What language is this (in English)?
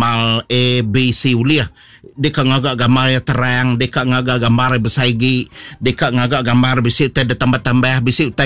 Iban